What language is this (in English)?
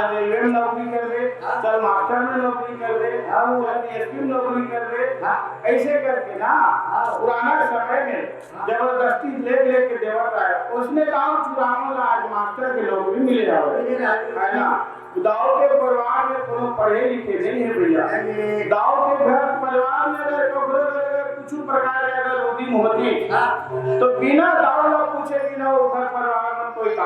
Chhattisgarhi